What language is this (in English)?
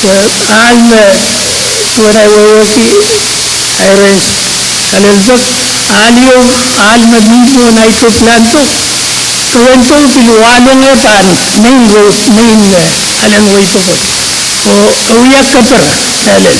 Pohnpeian